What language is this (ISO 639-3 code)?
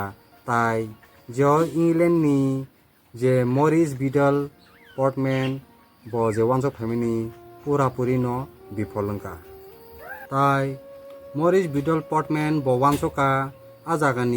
trp